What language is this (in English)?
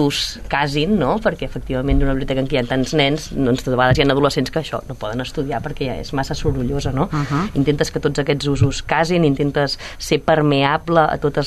Catalan